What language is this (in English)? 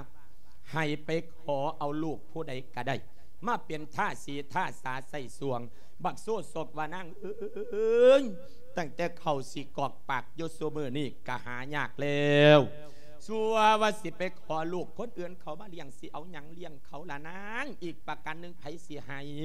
Lao